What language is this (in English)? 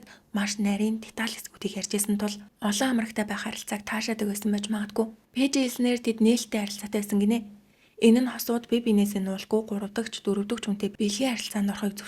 Mongolian